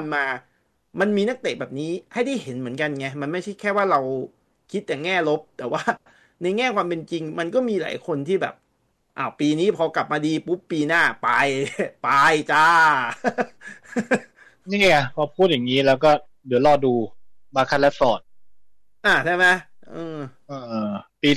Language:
Thai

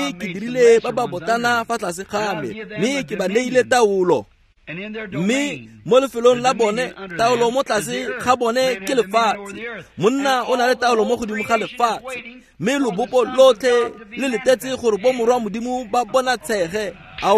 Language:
Tswana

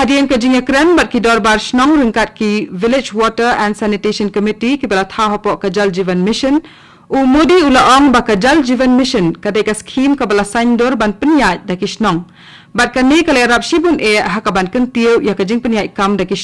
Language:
Khasi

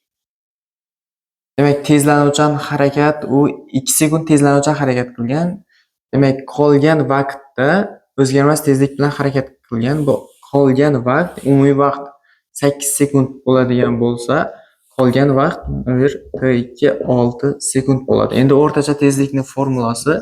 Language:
Uzbek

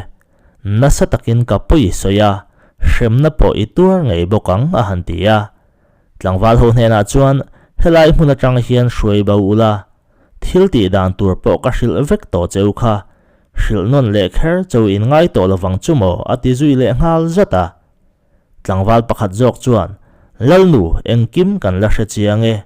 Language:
Mizo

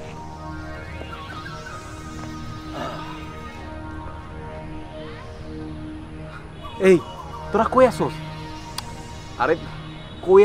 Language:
Bangla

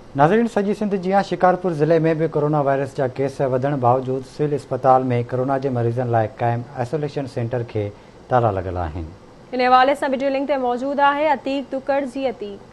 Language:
Sindhi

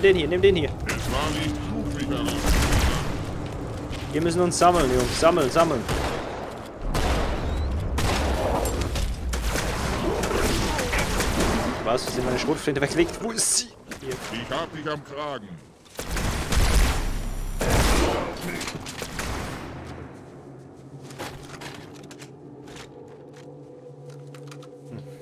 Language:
German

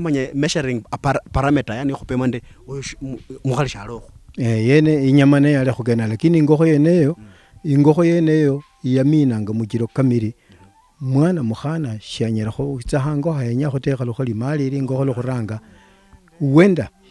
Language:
Luyia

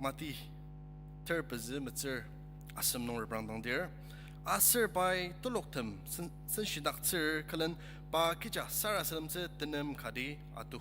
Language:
Ao Naga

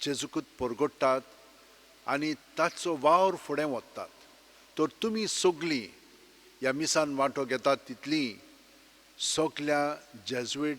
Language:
Konkani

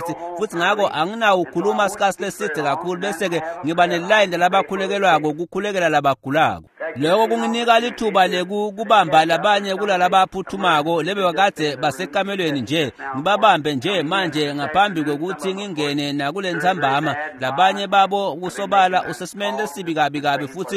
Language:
Swati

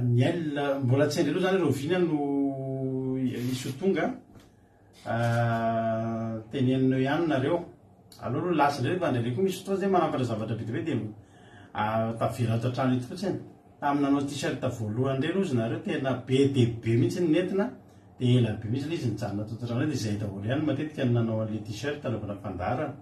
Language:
Malagasy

